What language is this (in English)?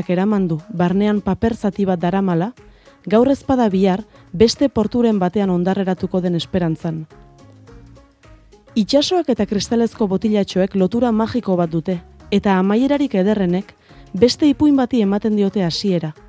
Basque